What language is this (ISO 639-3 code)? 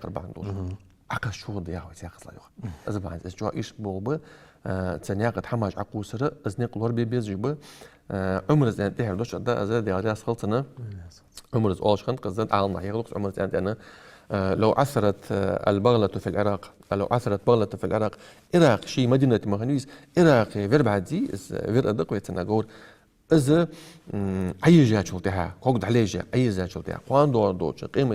inh